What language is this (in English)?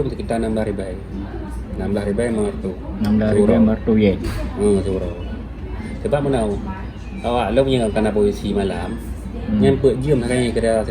Achinese